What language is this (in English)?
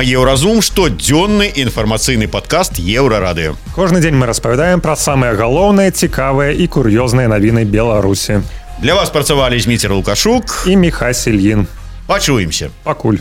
Belarusian